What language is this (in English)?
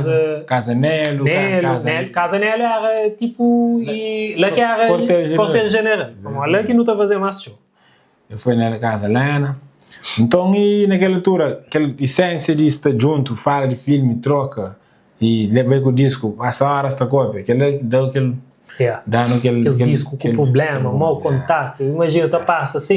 Kabuverdianu